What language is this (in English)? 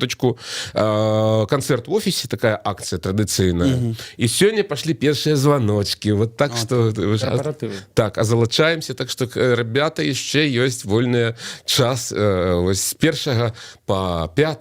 Belarusian